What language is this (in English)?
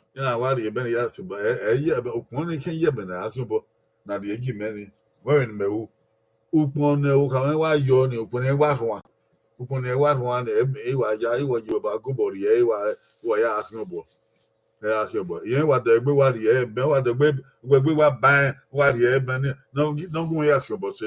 Bini